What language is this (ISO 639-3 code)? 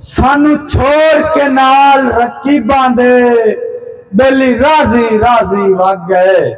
skr